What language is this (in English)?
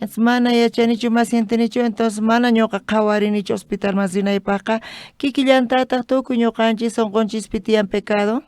South Bolivian Quechua